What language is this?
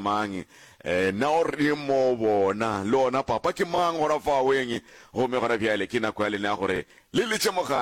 Northern Sotho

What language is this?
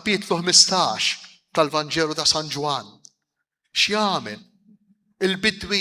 Maltese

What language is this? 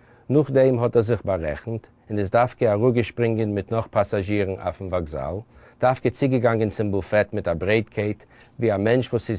Yiddish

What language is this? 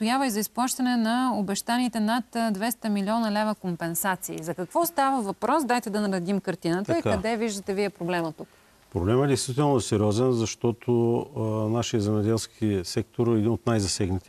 Bulgarian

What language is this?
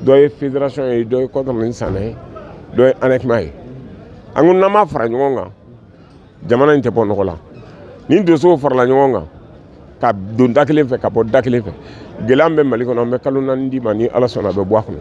Bambara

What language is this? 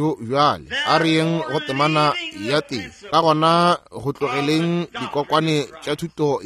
Northern Sotho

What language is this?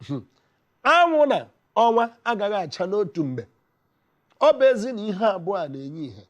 Igbo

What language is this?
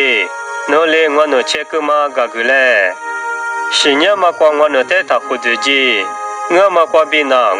Lisu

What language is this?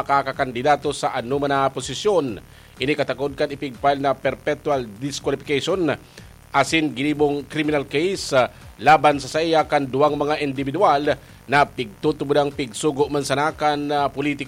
Bikol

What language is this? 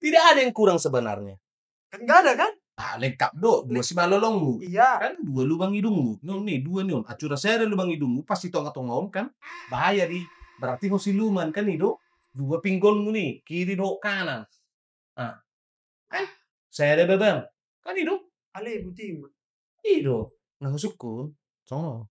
Batak Toba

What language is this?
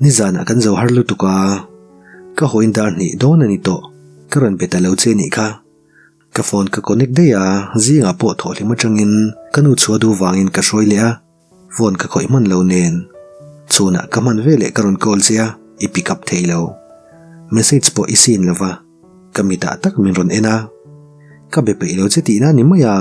Mizo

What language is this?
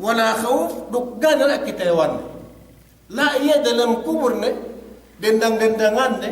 Yakan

